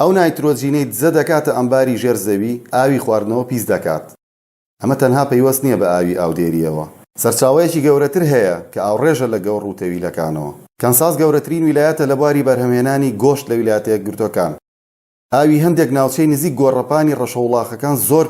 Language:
Central Kurdish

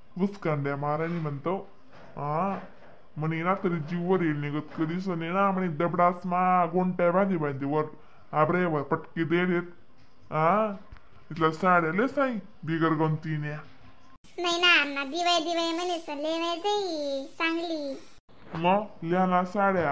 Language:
Khandesi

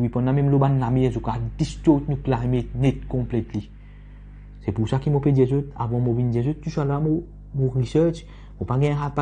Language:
Morisyen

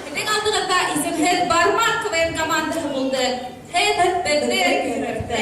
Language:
Bashkir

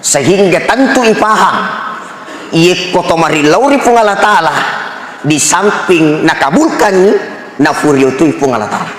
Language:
Buginese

